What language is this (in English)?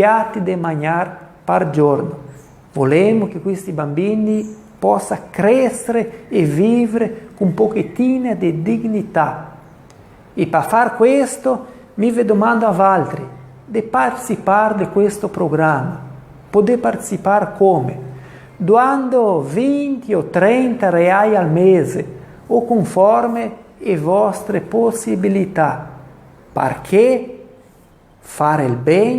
Venetian